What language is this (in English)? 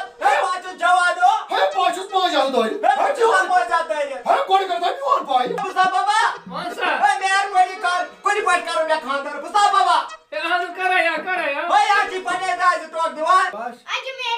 Kashmiri